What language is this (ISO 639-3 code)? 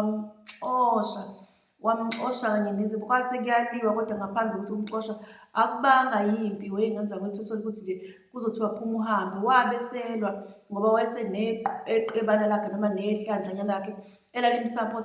zul